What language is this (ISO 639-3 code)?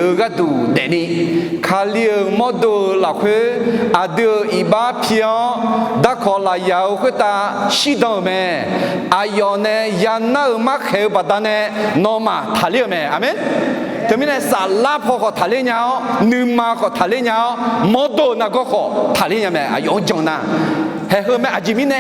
ahk